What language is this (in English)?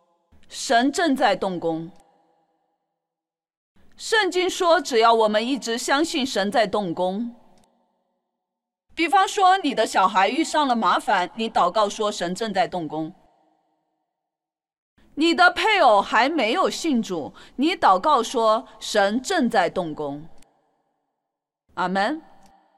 Chinese